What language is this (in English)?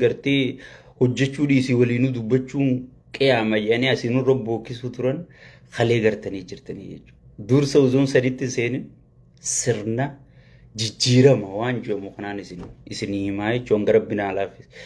Oromo